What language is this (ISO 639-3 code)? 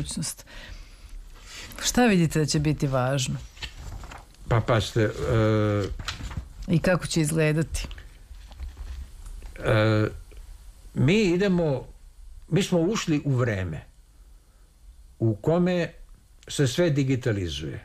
srp